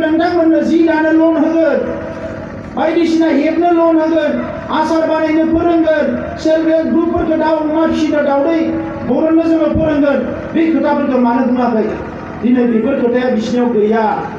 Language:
Bodo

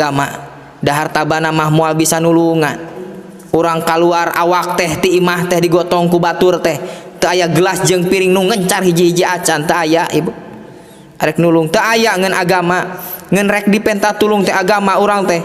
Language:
Sundanese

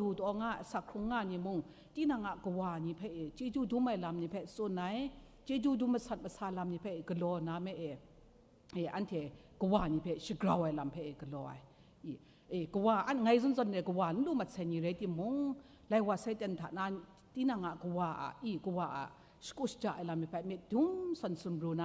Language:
Kachin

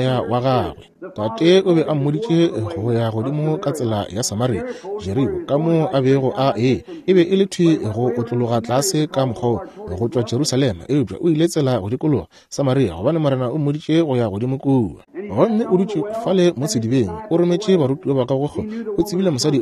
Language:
Northern Sotho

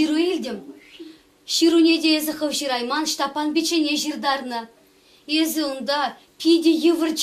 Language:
Chuvash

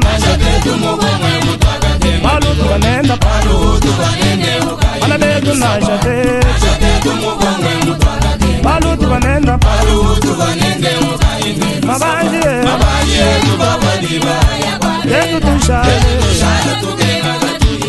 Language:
Luba-Lulua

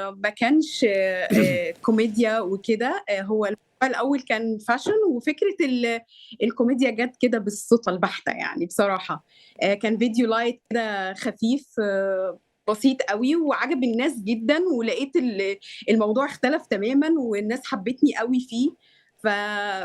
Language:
Egyptian Arabic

